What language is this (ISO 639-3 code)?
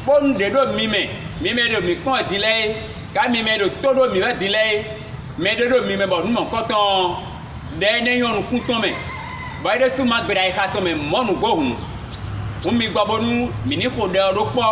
fon